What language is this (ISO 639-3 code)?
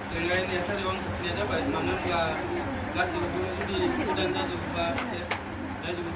brx